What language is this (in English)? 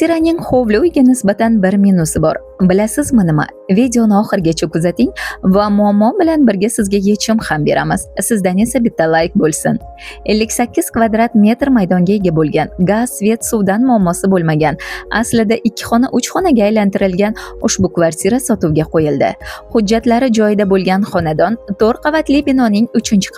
Uzbek